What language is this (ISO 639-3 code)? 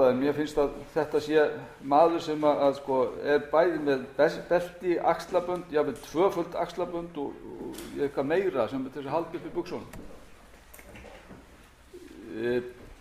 isl